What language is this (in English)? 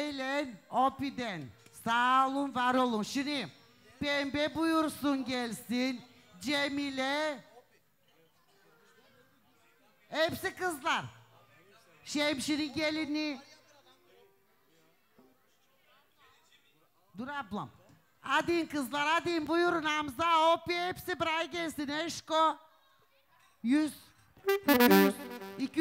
Turkish